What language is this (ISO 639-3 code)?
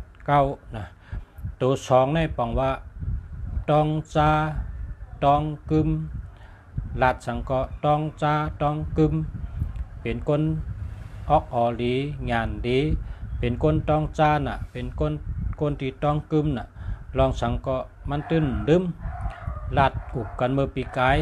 shn